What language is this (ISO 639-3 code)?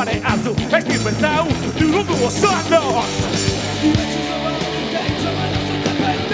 srd